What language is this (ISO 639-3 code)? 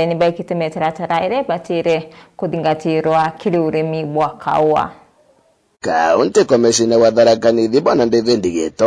mer